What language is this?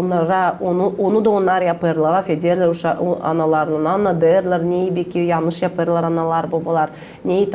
Gagauz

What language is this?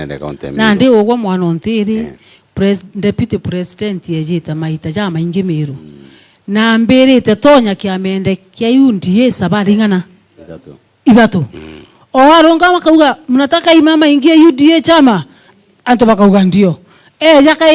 Meru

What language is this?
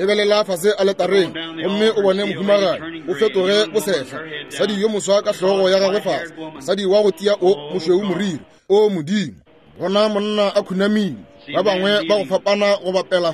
Northern Sotho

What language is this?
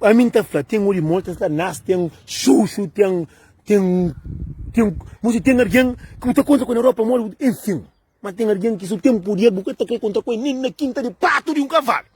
Kabuverdianu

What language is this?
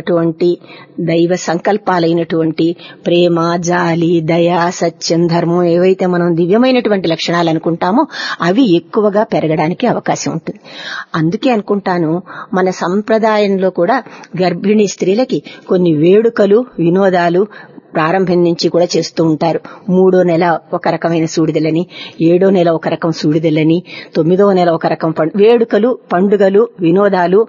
Telugu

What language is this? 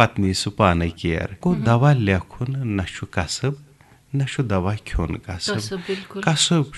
Kashmiri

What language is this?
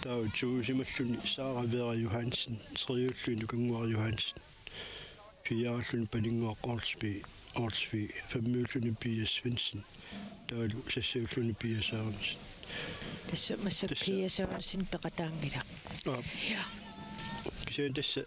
Kalaallisut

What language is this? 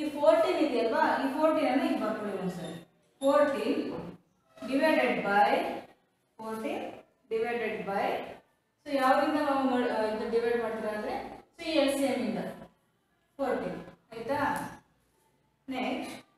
Kannada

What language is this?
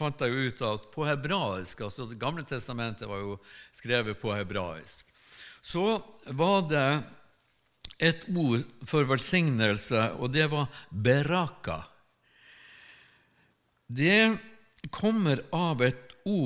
Norwegian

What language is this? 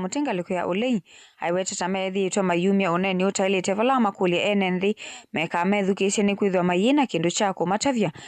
Kamba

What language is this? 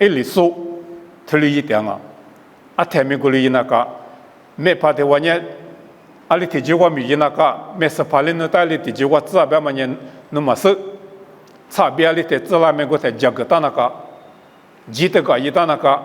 Lisu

